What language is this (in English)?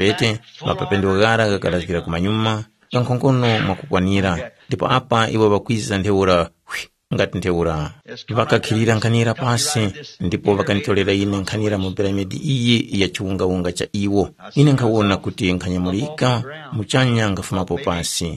Tumbuka